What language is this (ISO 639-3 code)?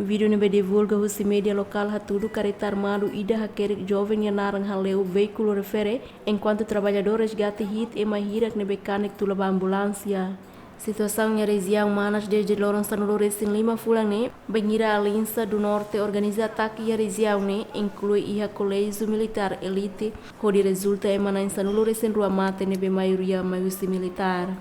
tet